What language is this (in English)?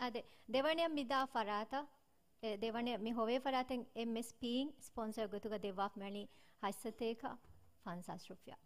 Divehi